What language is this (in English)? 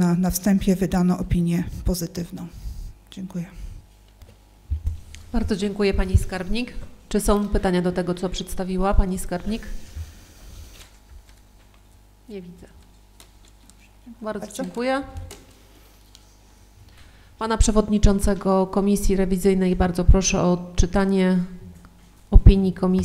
Polish